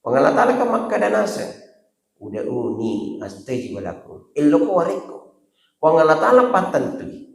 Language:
Buginese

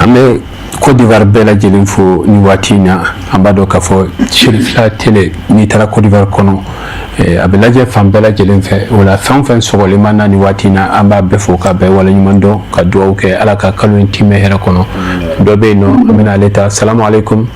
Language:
Bambara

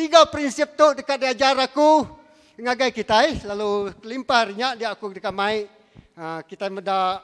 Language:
Iban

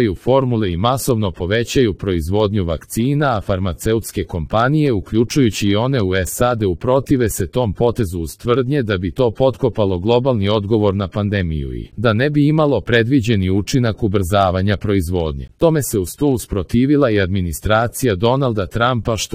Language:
Croatian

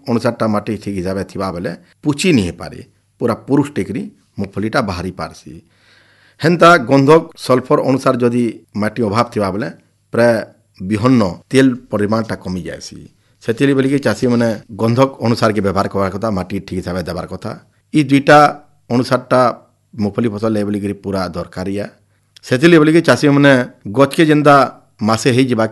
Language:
Odia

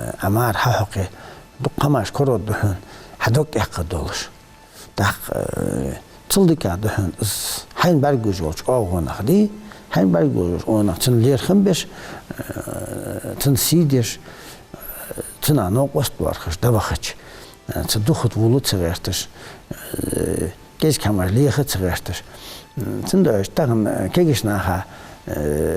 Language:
Ingush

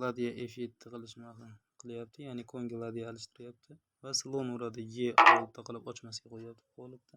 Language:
Uzbek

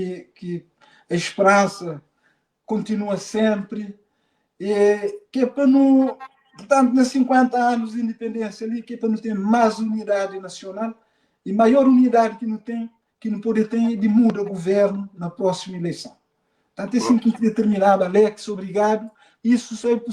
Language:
Kabuverdianu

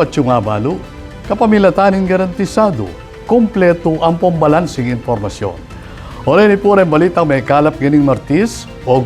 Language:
Pampanga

